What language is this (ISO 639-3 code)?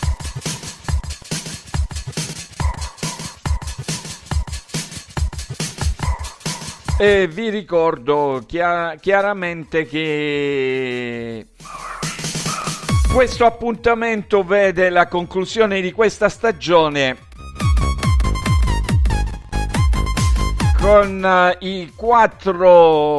ita